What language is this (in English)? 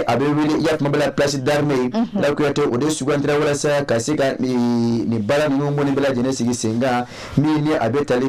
Bambara